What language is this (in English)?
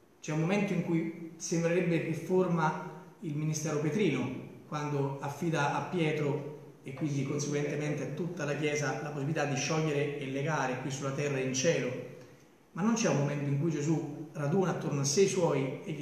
Italian